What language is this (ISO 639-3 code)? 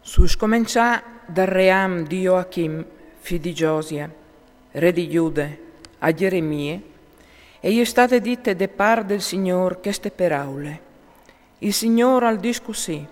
fur